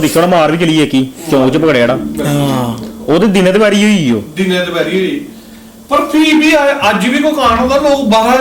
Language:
Dogri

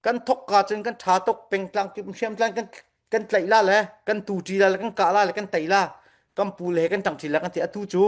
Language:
Falam Chin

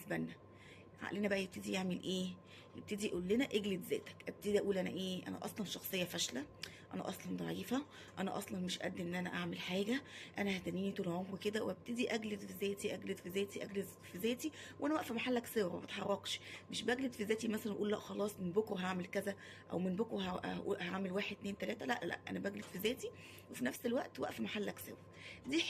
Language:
Egyptian Arabic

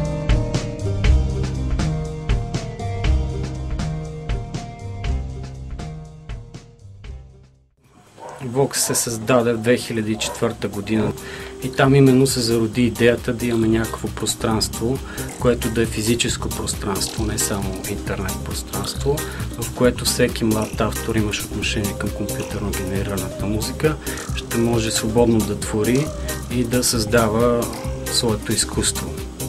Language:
Bulgarian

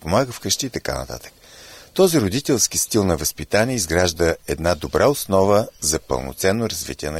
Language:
Bulgarian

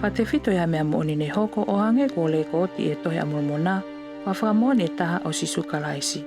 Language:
Tongan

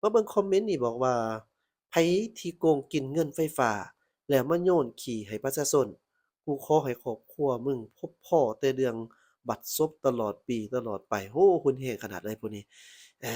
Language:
Lao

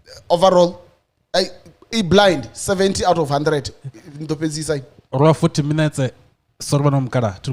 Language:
Venda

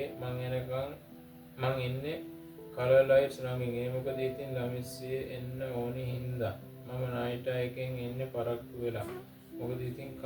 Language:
Sinhala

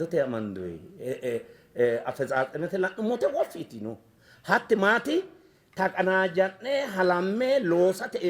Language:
Sidamo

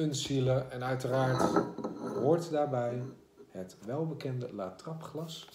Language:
Dutch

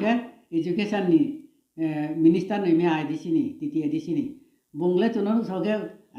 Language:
Riang (India)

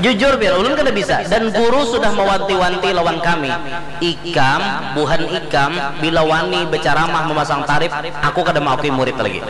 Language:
Banjar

